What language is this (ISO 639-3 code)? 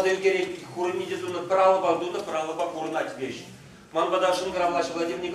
chv